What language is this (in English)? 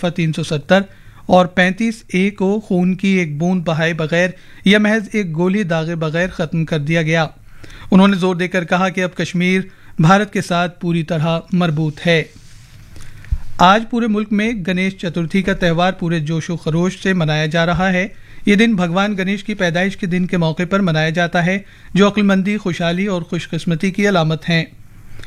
Urdu